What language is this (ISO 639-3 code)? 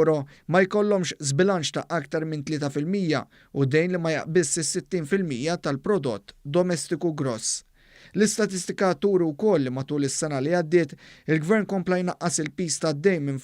mlt